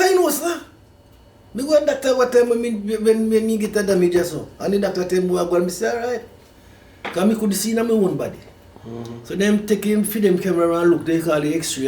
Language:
Jamaican Creole English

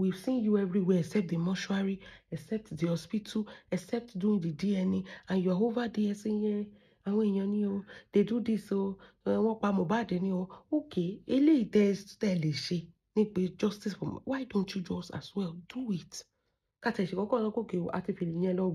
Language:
Yoruba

